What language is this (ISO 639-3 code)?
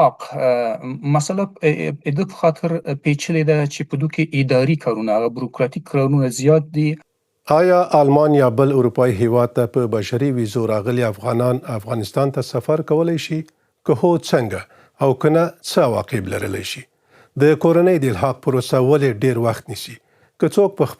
pus